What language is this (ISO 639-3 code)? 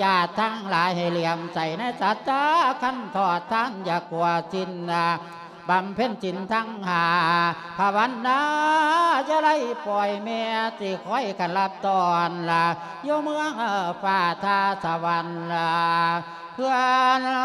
lao